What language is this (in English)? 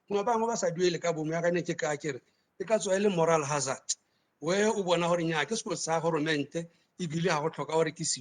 Tswana